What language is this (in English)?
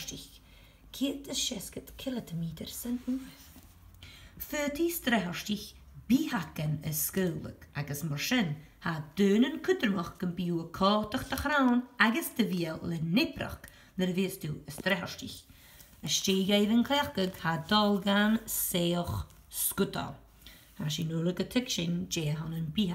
Scottish Gaelic